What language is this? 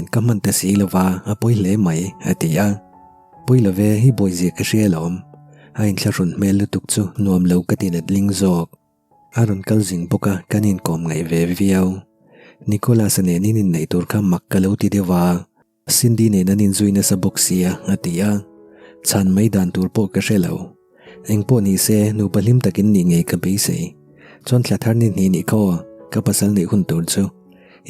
Mizo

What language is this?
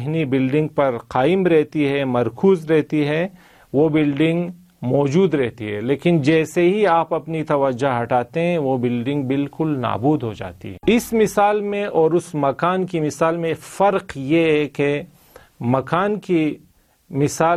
Urdu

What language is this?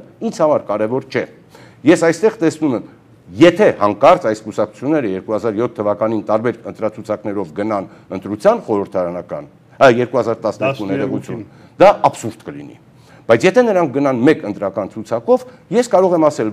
Armenian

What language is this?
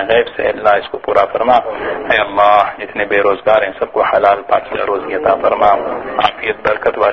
Urdu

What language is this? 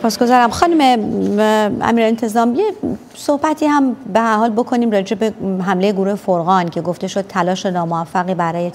Persian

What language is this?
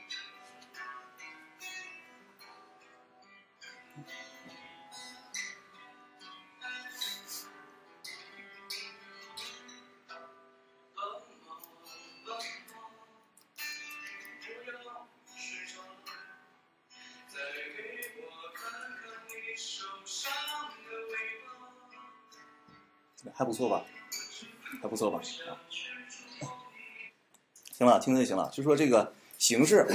Chinese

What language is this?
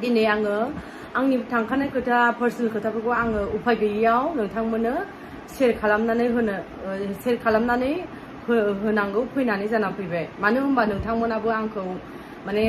Bodo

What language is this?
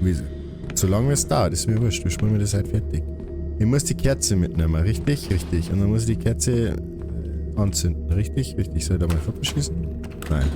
Bavarian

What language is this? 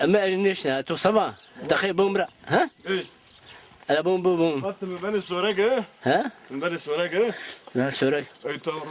Zaza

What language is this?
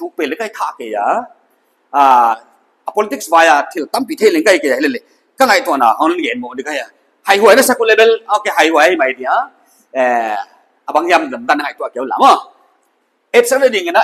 Paite Chin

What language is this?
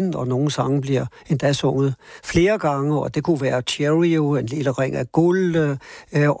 Danish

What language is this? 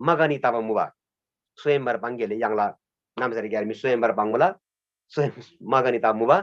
Eastern Tamang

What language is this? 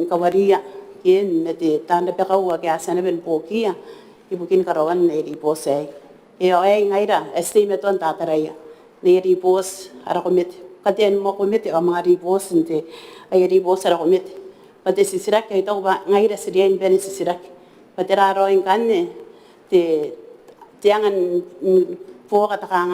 Gilbertese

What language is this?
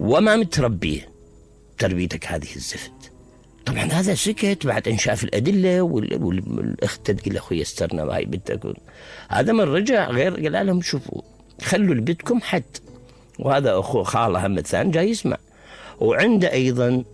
Mesopotamian Arabic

